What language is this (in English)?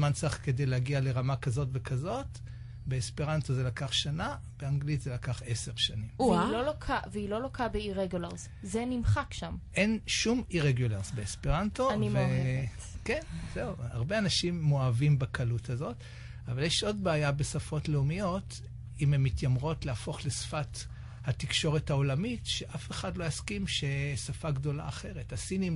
Hebrew